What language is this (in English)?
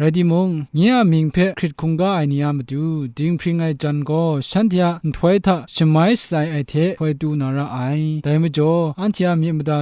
Kachin